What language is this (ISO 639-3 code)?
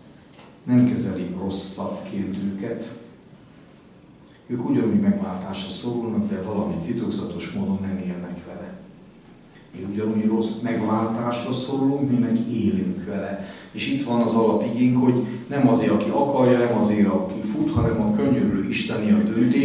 hun